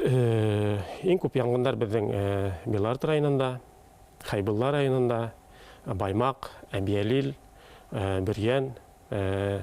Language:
Bashkir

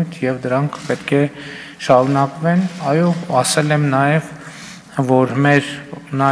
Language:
Armenian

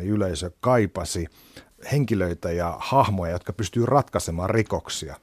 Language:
Finnish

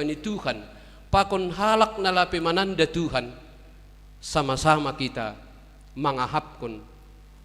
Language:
Batak Simalungun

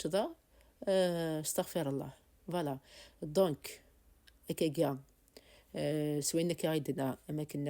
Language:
Kabyle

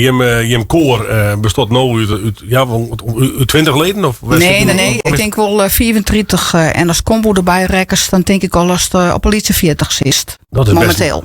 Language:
Western Frisian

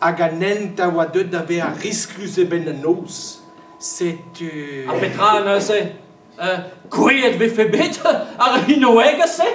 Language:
Breton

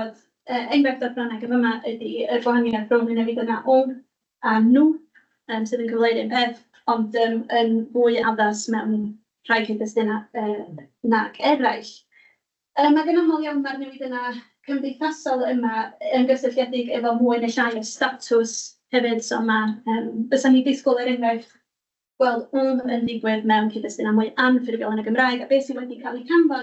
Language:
Welsh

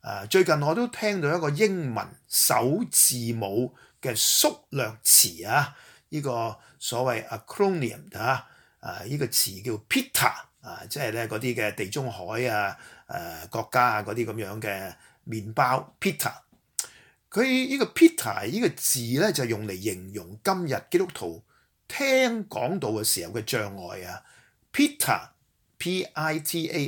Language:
Cantonese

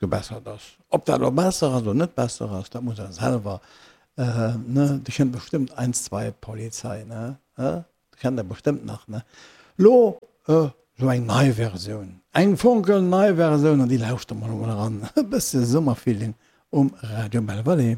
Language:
Luxembourgish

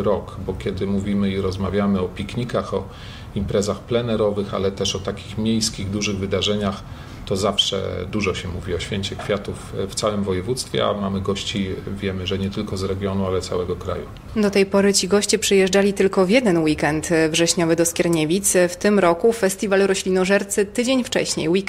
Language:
Polish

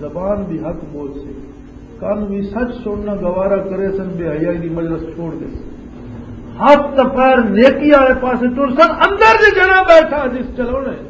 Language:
Western Panjabi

